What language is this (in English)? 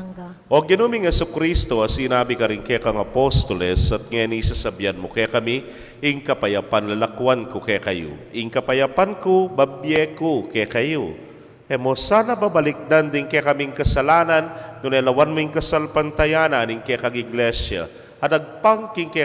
Pampanga